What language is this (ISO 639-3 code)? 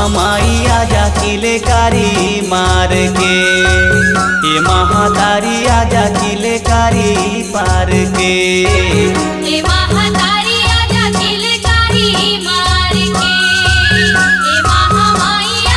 hne